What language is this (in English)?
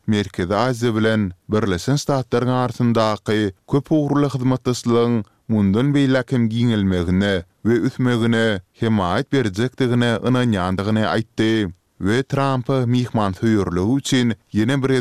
Turkmen